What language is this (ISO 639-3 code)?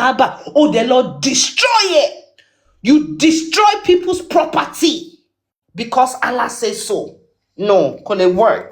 yor